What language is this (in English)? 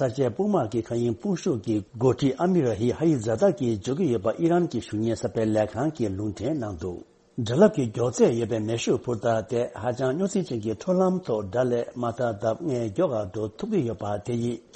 Tibetan